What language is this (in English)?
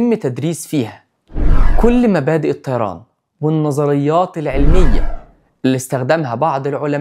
Egyptian Arabic